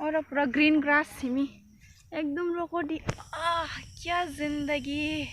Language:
Kok Borok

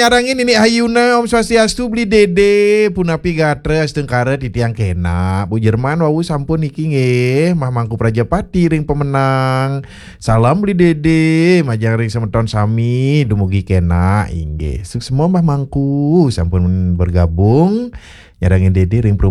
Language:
Balinese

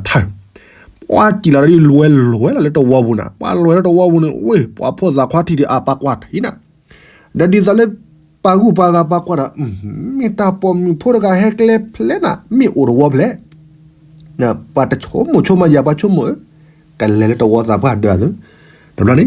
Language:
S'gaw Karen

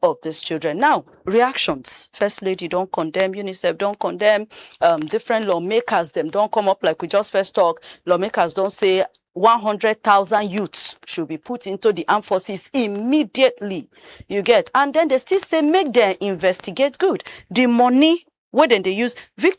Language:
Nigerian Pidgin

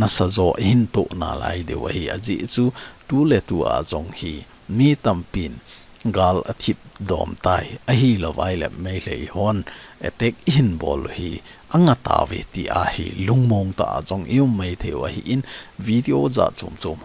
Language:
Thado Chin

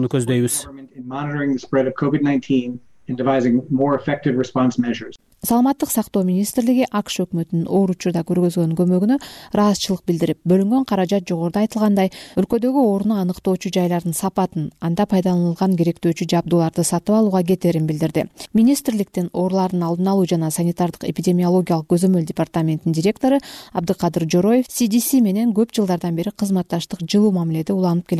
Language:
Kyrgyz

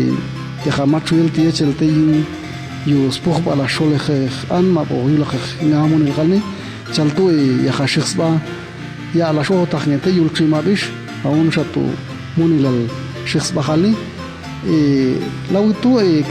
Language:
Popti'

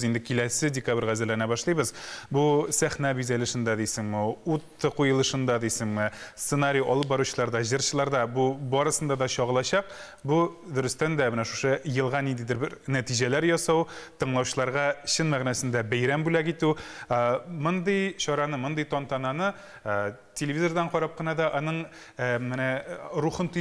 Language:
Tatar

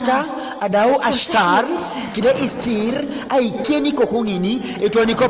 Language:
Teso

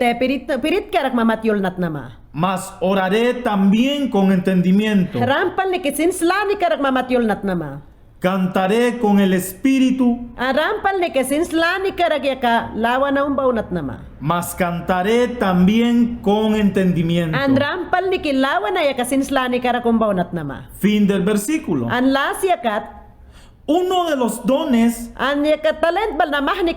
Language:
Mayangna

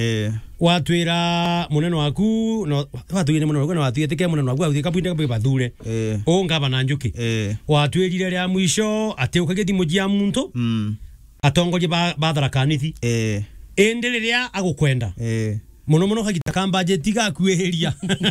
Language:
Meru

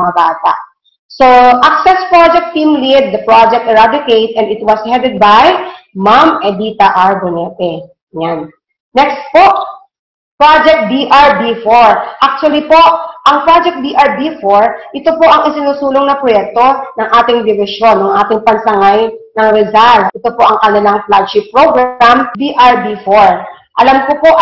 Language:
Filipino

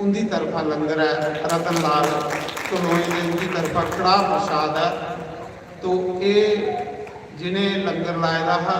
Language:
Dogri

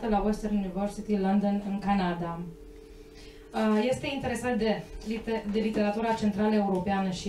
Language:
Romanian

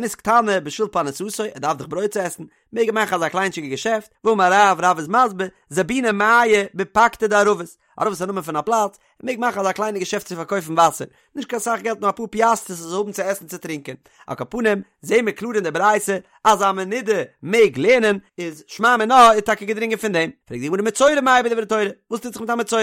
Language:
Yiddish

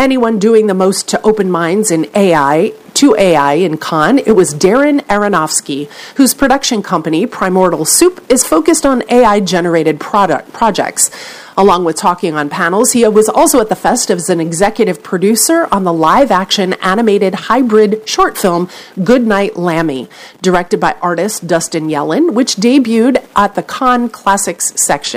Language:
English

